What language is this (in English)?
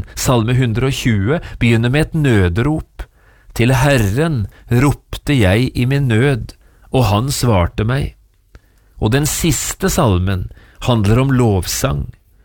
Norwegian